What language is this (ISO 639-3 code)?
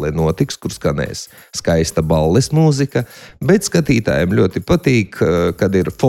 lav